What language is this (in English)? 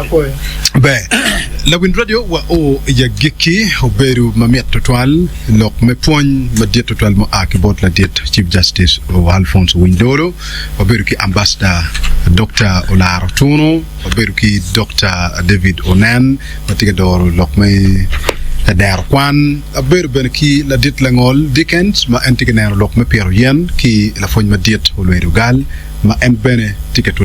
Acoli